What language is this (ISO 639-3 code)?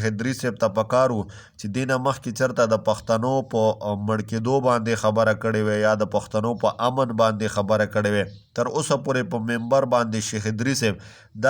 pus